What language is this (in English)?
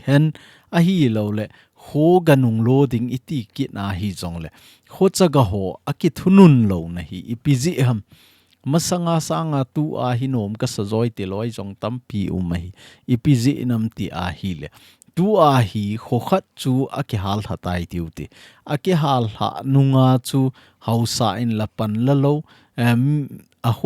Thado Chin